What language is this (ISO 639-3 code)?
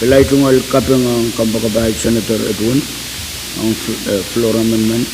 pon